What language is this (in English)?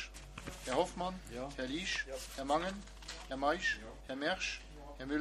Luxembourgish